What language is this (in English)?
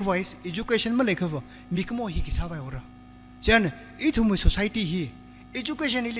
Tangkhul Naga (India)